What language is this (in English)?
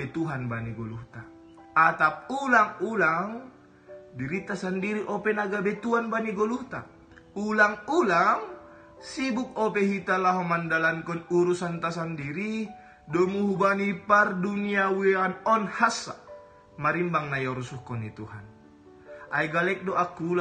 Batak Simalungun